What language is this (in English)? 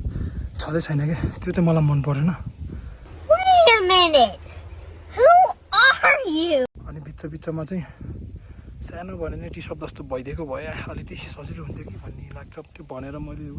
Nepali